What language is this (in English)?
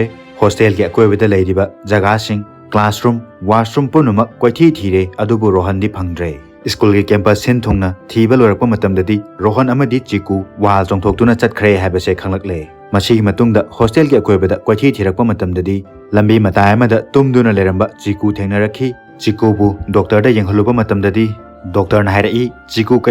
Manipuri